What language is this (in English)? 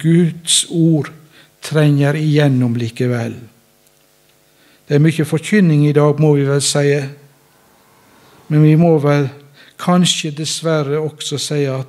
Norwegian